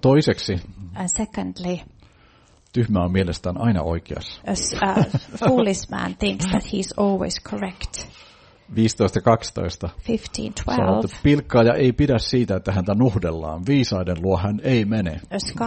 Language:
Finnish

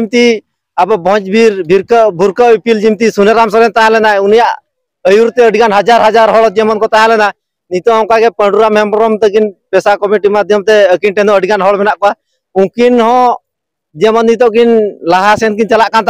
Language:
Santali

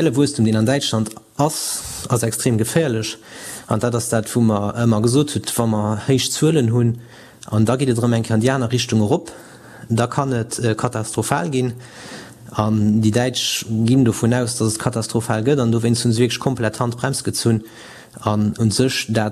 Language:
Luxembourgish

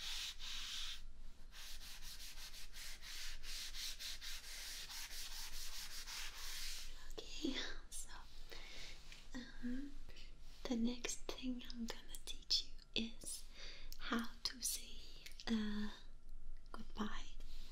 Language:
English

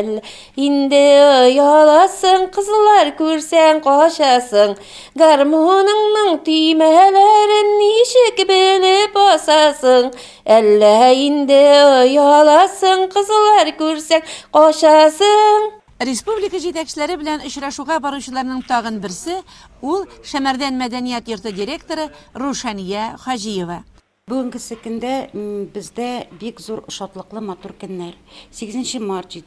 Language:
Tatar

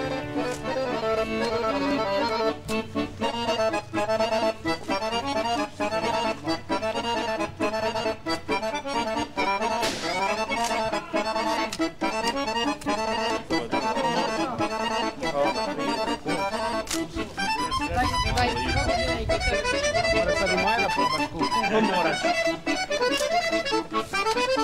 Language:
Serbian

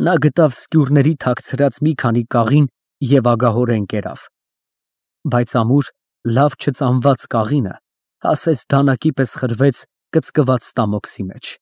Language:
Armenian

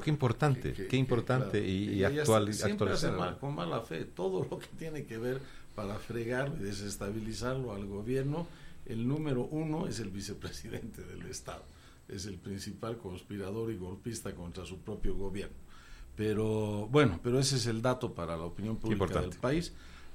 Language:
Spanish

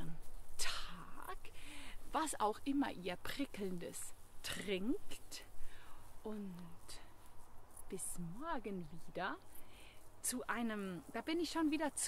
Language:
German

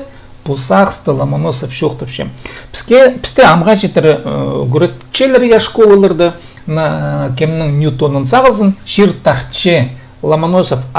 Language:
Khakas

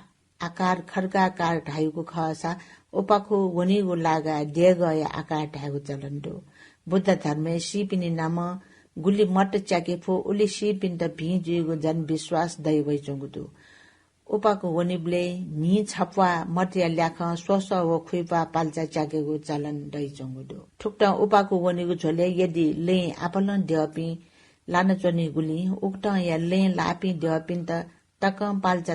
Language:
Newari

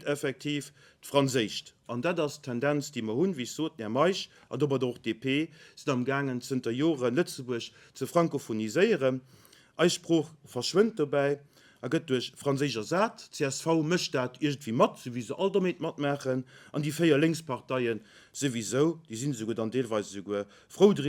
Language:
Luxembourgish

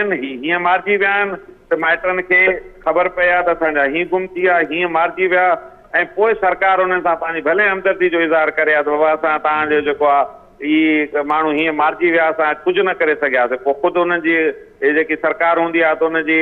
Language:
Sindhi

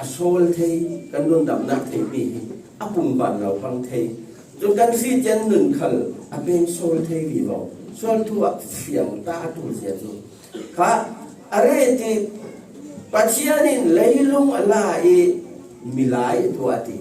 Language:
Falam Chin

